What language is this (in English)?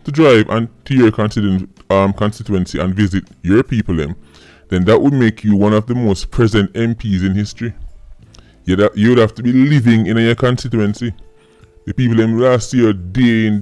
Jamaican Creole English